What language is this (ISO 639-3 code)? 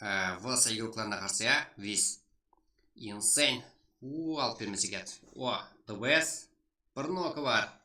kaa